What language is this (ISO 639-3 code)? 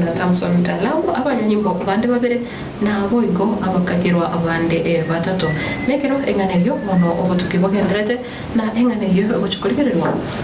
guz